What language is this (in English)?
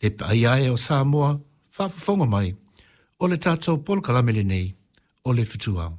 Samoan